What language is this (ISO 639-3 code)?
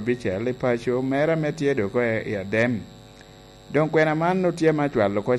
laj